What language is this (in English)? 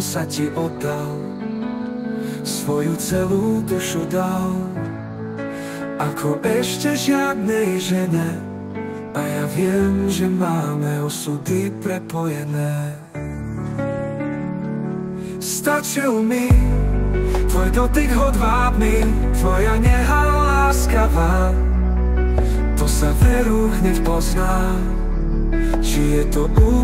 Slovak